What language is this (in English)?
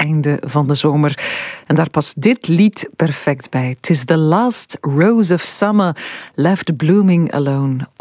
Dutch